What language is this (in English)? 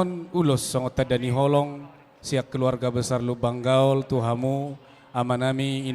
Batak Toba